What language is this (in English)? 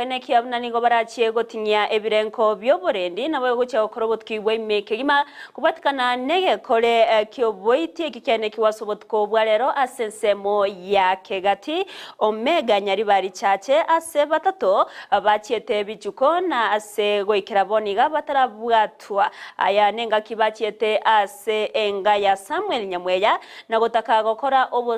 Gusii